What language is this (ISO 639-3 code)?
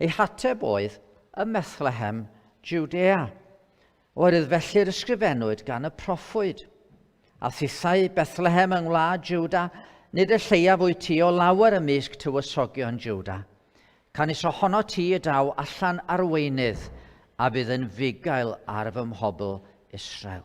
cym